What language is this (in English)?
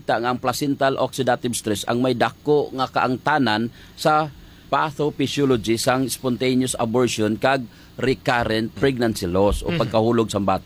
Hiligaynon